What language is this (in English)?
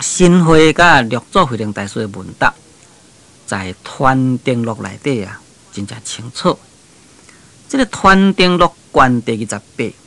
Min Nan Chinese